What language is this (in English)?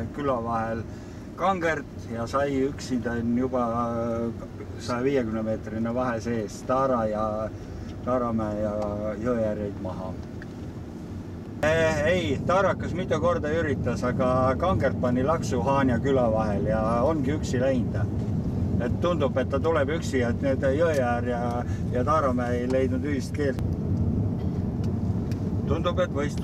Estonian